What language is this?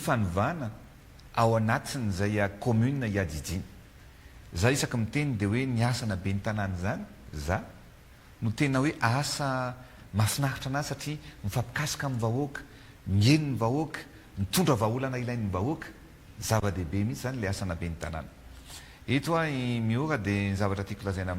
Malagasy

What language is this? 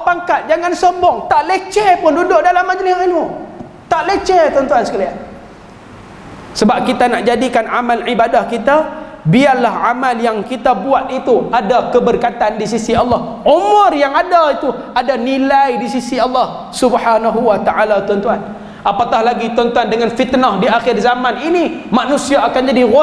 Malay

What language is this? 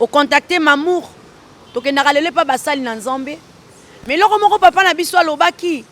Lingala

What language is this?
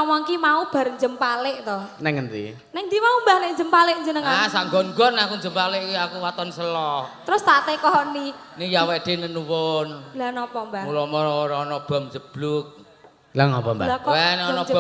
Javanese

